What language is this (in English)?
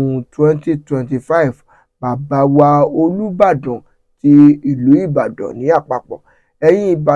Yoruba